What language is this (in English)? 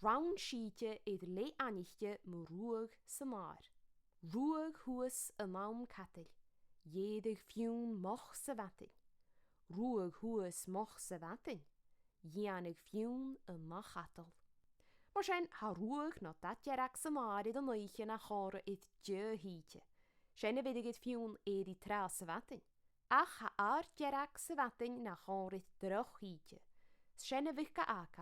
Scottish Gaelic